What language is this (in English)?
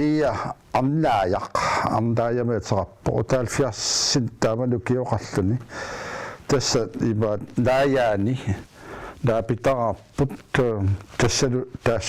Kalaallisut